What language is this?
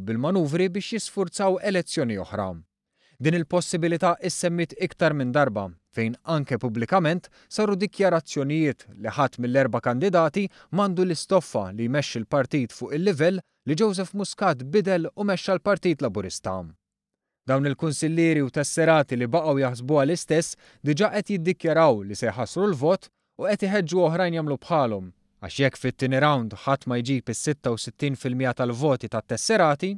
Maltese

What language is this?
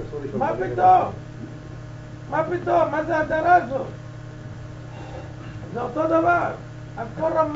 Hebrew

